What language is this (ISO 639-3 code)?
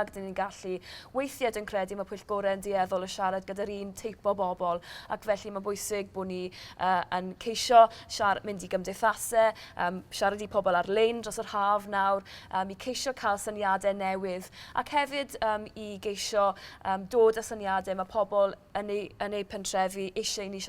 cym